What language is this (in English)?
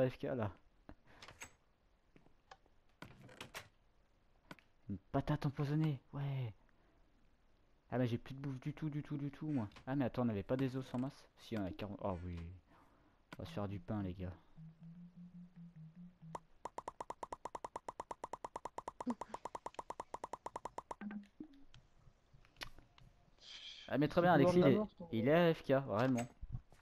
French